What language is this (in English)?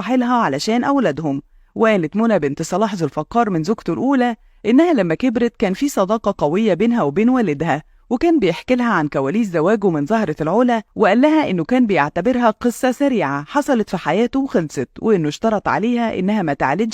Egyptian Arabic